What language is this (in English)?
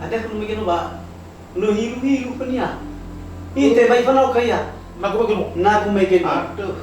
Nias